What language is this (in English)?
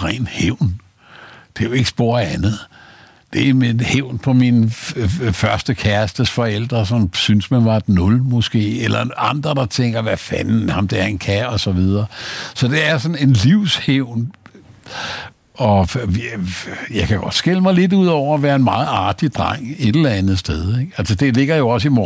Danish